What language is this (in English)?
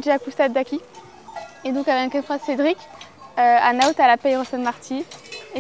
Occitan